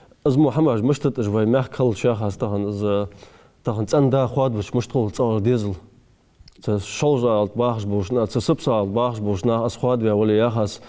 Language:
Ingush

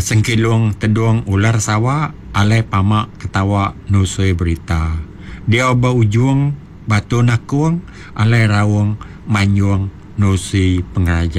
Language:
Iban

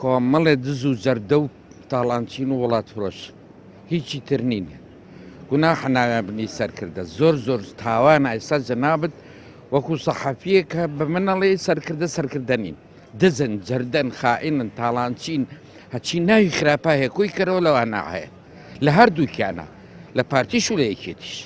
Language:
Central Kurdish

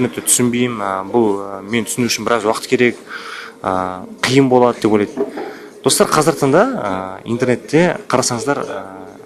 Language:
Kazakh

